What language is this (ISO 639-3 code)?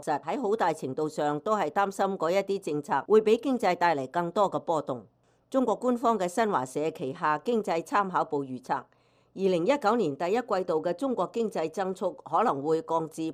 yue